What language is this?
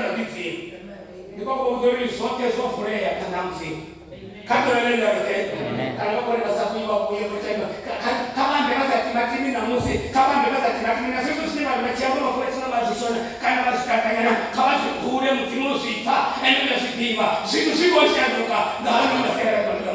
Venda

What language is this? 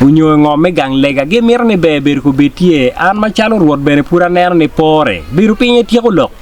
Acoli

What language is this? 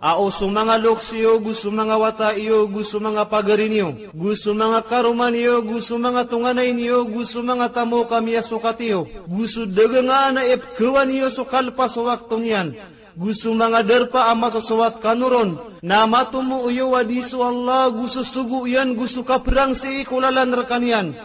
Maranao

